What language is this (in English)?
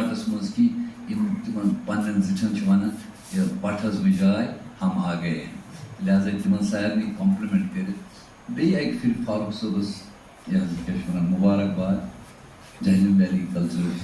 Kashmiri